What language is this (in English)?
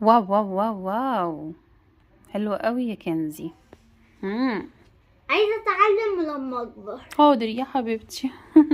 Egyptian Arabic